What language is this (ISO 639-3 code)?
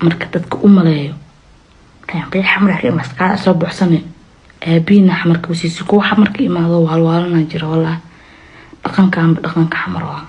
som